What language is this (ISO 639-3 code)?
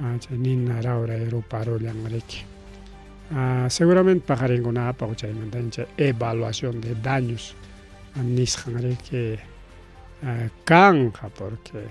quy